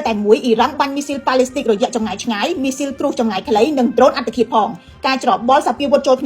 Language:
Khmer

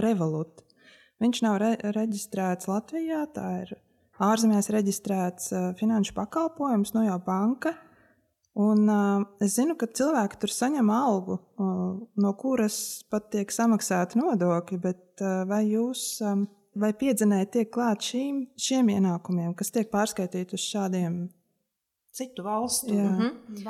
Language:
Latvian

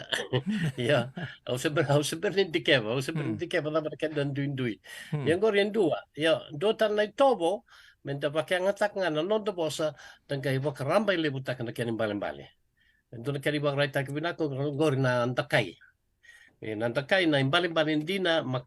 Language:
Fijian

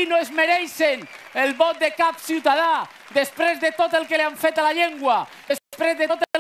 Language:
Catalan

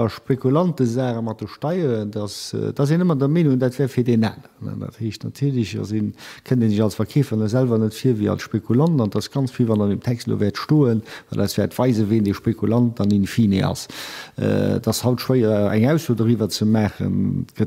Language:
Luxembourgish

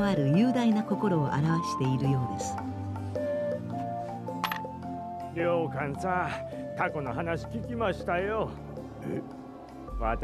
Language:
Japanese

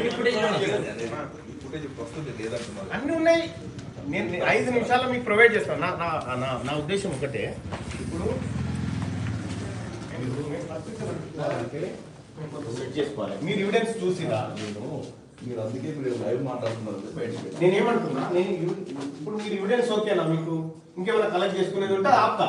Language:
Telugu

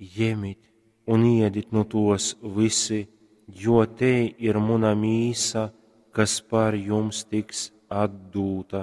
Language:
Latgalian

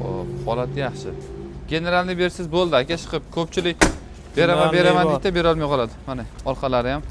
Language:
Uzbek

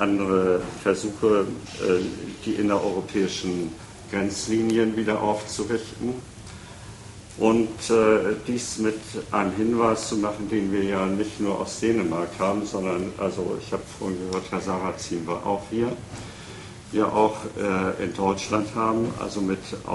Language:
German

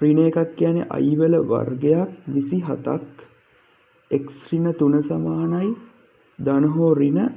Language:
Sinhala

